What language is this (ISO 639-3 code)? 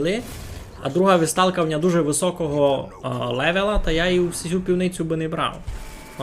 rue